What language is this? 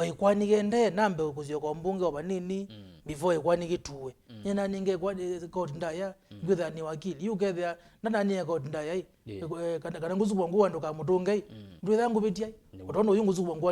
Kamba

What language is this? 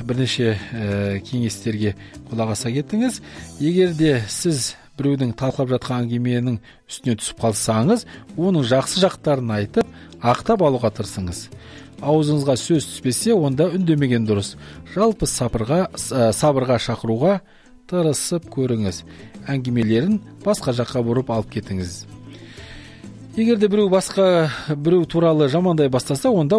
Kazakh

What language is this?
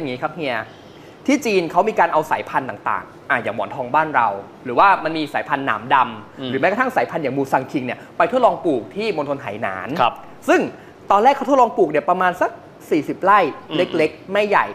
Thai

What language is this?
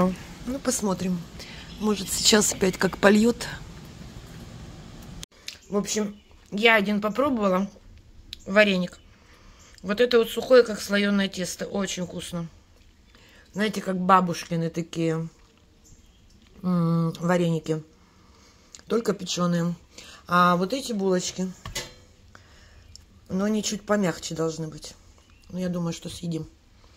Russian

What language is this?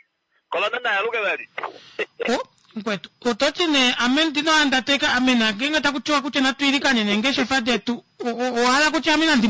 Kuanyama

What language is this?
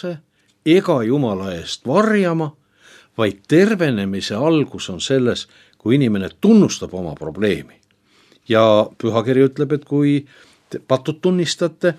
Estonian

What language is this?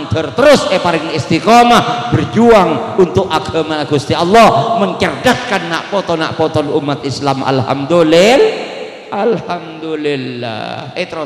Madurese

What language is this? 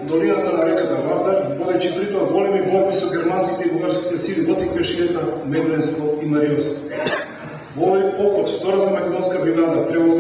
Macedonian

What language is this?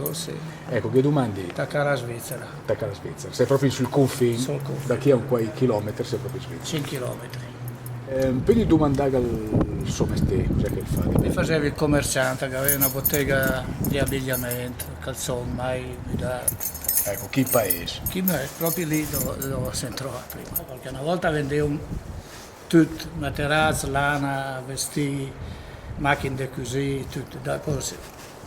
Lombard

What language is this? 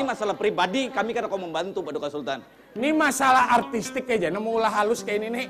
Banjar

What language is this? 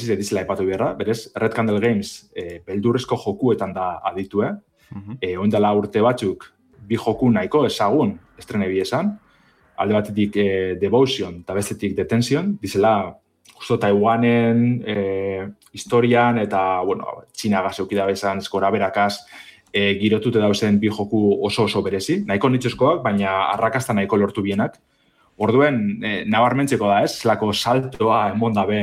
Basque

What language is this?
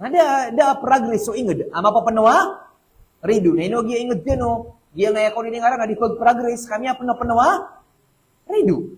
Maranao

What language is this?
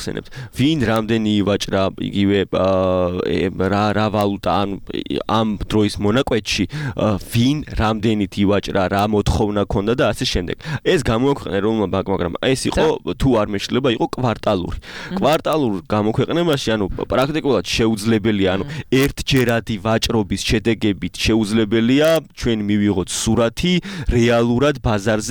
Georgian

